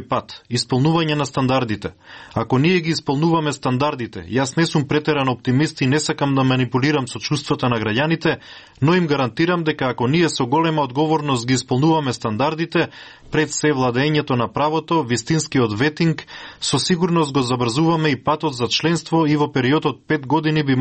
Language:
Macedonian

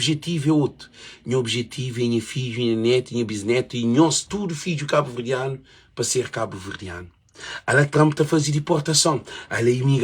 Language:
Kabuverdianu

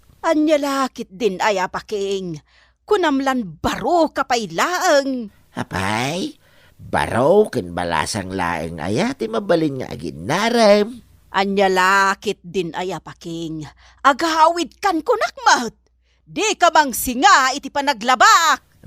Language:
Iloko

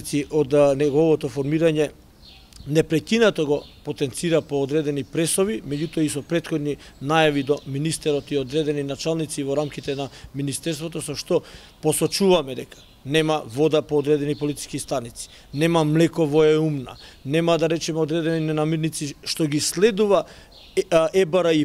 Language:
Macedonian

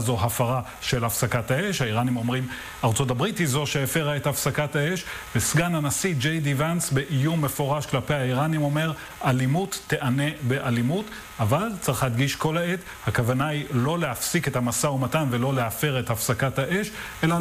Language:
Hebrew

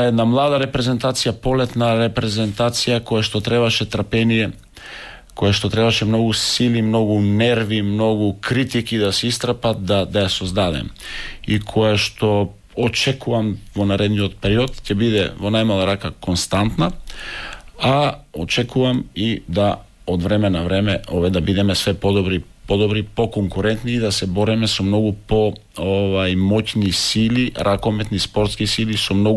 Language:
Macedonian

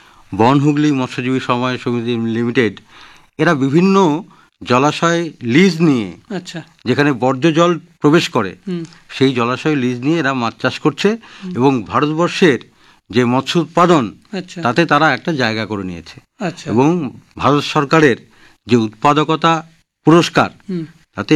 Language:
Bangla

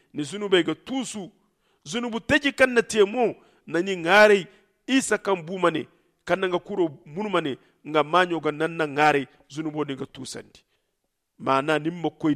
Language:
Zarma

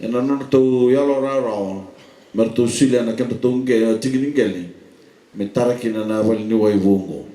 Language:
Fijian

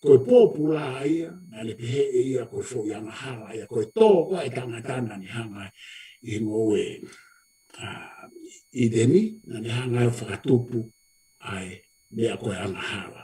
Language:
Tongan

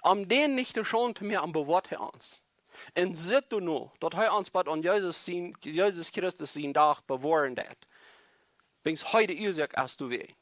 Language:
Plautdietsch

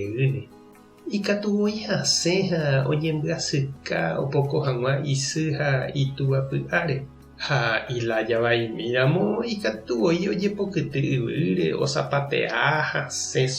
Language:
Guarani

